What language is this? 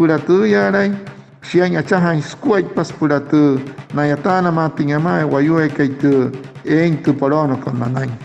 Wayuu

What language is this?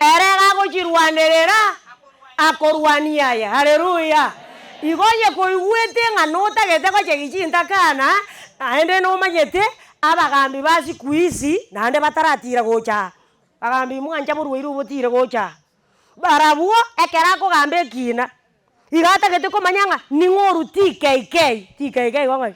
Gusii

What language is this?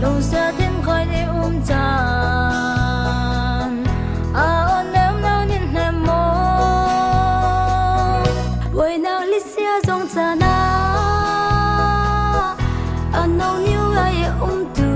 Falam Chin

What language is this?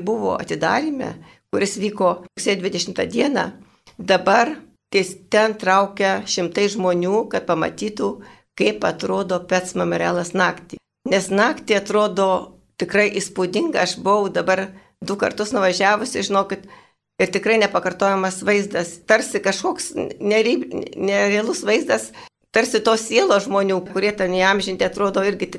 Lithuanian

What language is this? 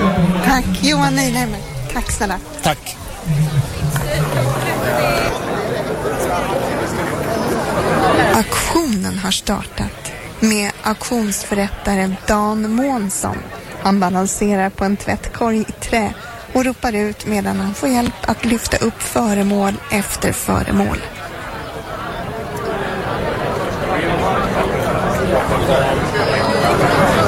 Swedish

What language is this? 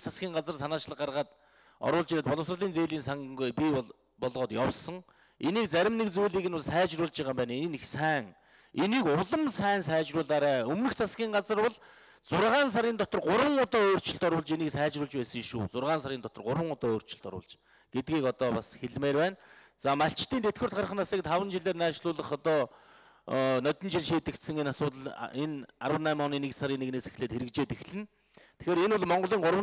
Mongolian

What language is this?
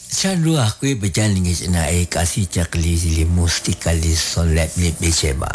Kekchí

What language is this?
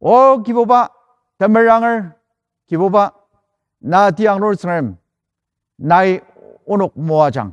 Ao Naga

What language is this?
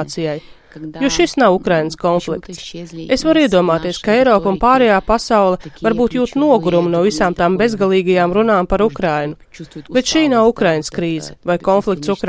Latvian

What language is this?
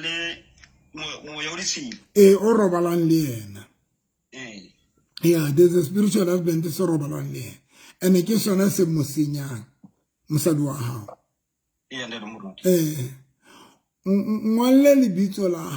Southern Sotho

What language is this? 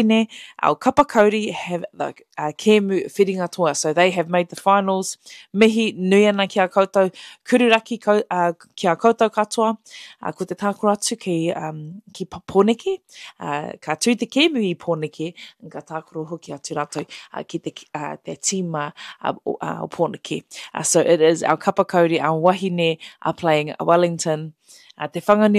Māori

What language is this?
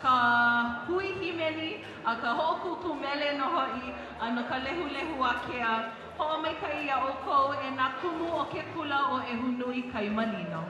Hawaiian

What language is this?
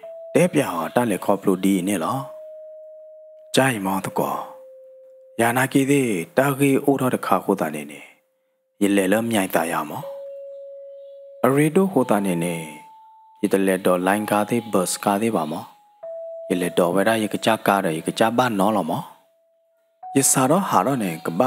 S'gaw Karen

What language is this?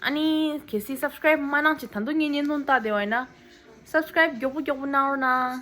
Tibetan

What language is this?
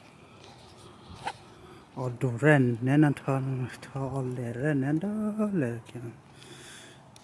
Vietnamese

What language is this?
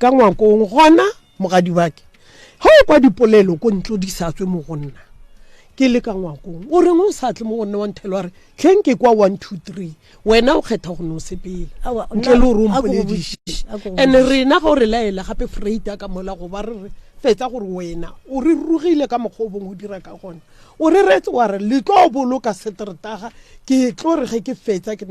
Northern Sotho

